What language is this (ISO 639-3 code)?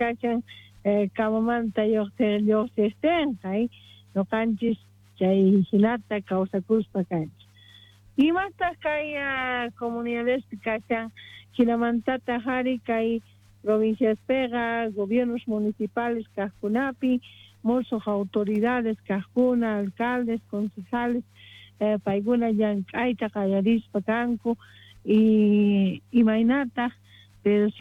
quh